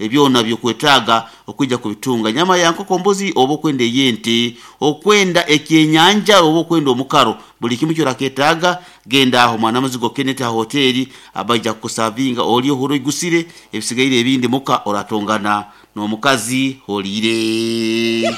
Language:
Nyoro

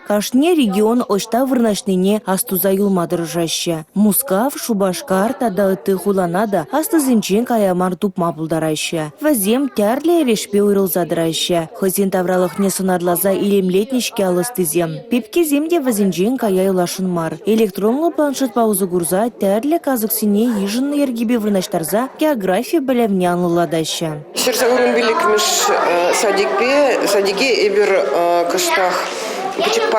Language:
Chuvash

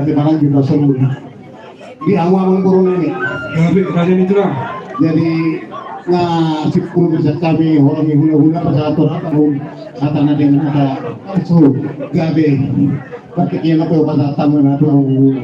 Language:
Batak Toba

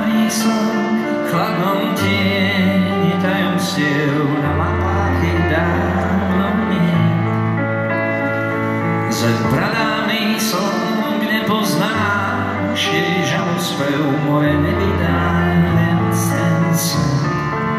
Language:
Slovak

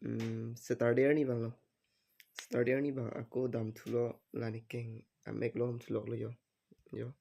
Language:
Karbi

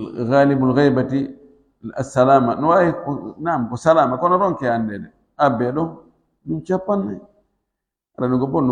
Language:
Fula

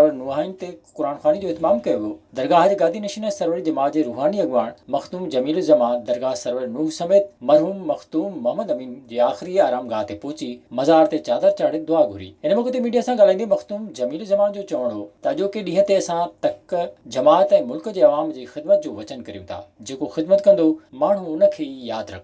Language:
Sindhi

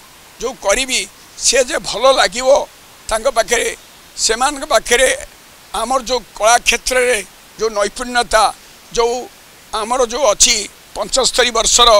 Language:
Odia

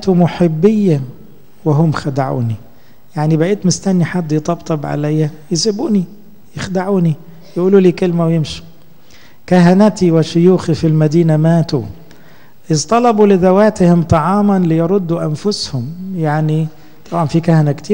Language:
Egyptian Arabic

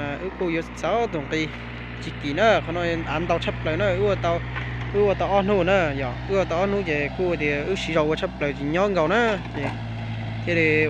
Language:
Hmong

